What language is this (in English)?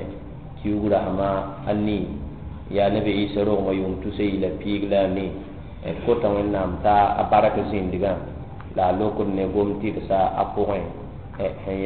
Mossi